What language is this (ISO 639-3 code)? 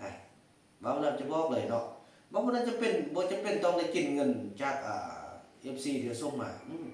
lao